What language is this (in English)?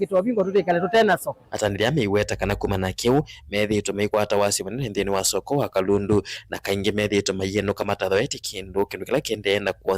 Kamba